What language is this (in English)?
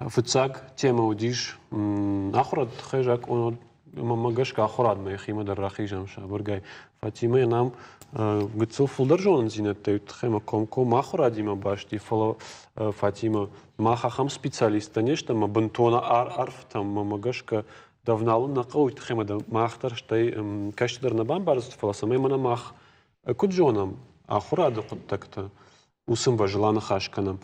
Ossetic